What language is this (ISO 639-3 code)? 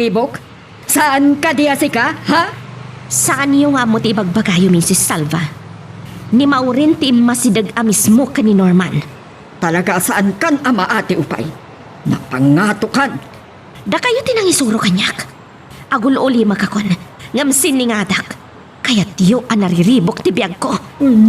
ilo